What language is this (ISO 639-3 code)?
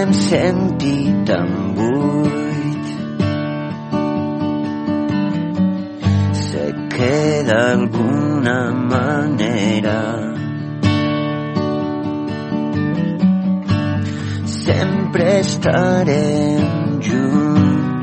cat